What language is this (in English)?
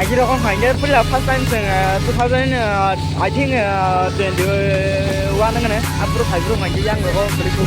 Kok Borok